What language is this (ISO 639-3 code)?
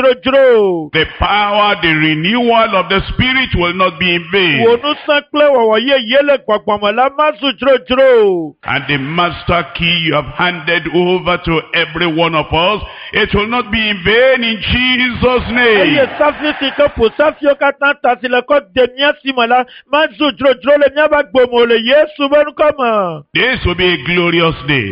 ewe